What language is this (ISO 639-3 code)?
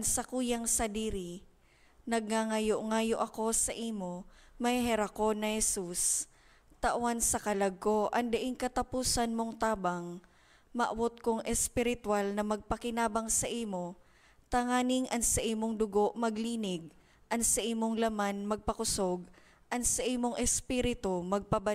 bik